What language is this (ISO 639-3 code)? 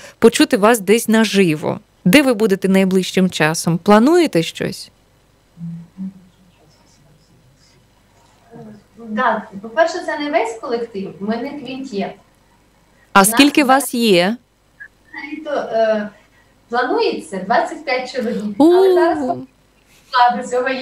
ukr